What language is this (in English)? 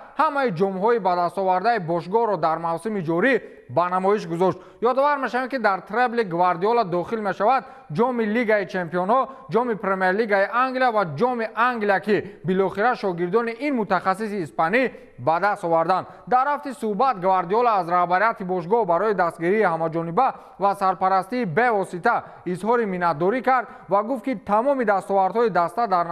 Tajik